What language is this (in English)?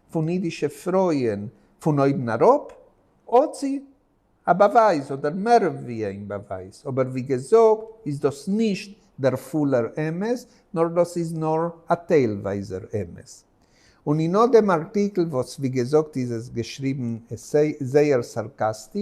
Yiddish